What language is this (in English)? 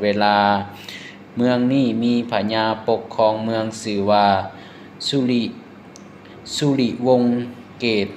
Lao